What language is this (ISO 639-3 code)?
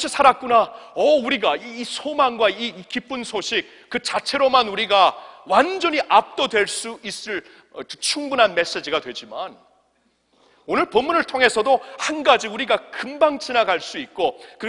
kor